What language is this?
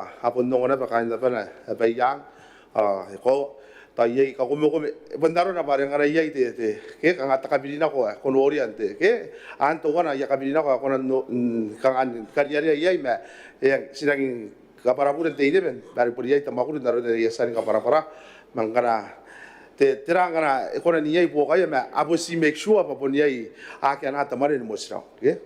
Gilbertese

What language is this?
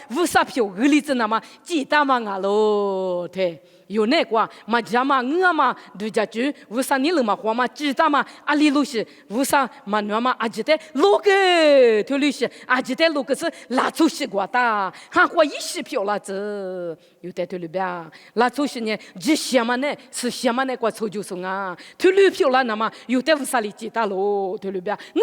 Lisu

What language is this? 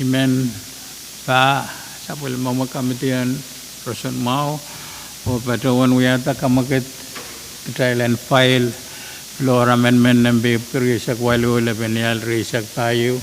Pohnpeian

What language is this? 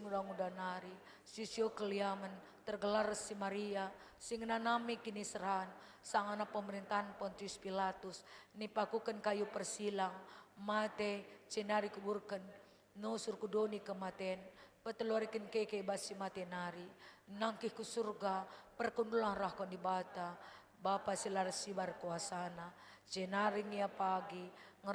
Batak Karo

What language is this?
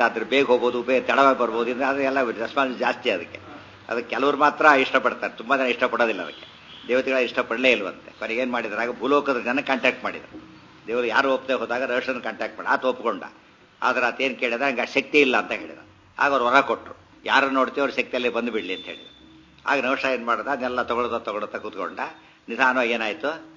Kannada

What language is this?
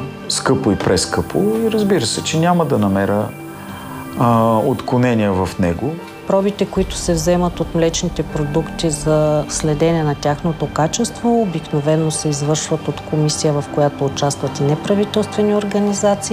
Bulgarian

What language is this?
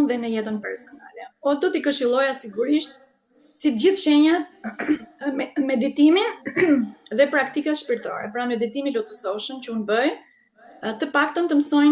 Albanian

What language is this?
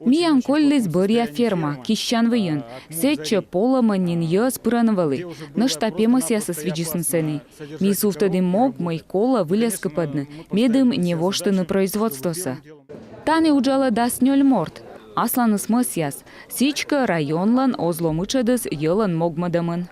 Komi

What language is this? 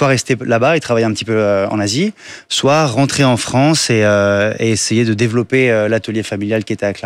French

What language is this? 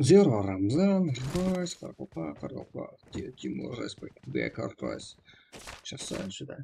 Kara-Kalpak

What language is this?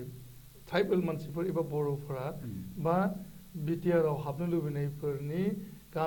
Bodo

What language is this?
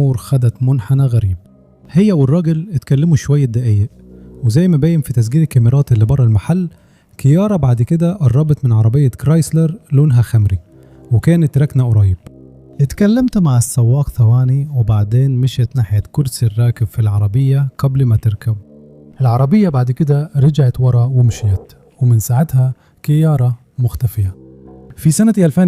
Egyptian Arabic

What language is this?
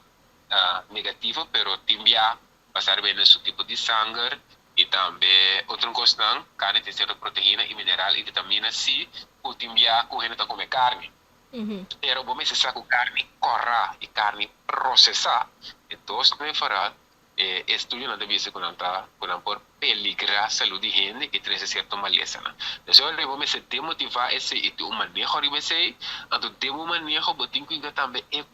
Papiamento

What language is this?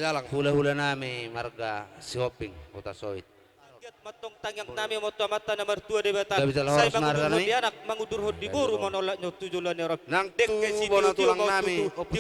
Batak Toba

